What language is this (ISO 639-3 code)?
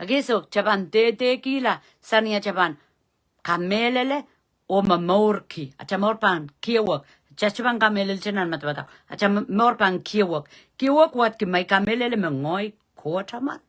pon